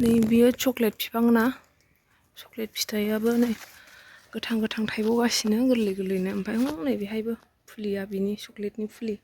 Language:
Bodo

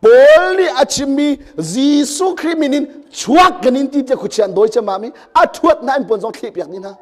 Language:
Hakha Chin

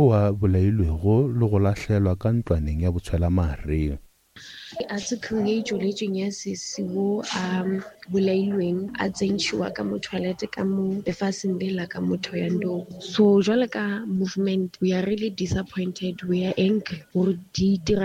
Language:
Northern Sotho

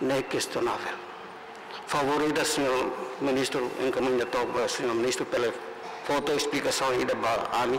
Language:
Tetum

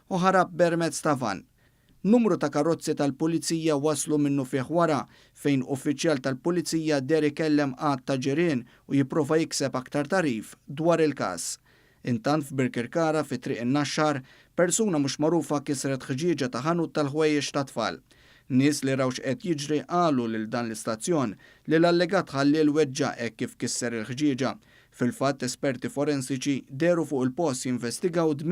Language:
Maltese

